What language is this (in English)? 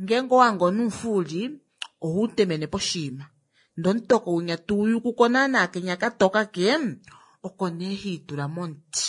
Kuanyama